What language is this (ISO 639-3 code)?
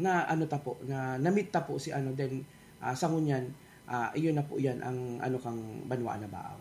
bik